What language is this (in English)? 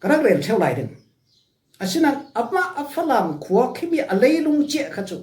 Falam Chin